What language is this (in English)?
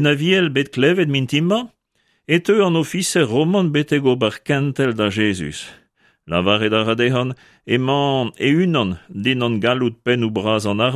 Breton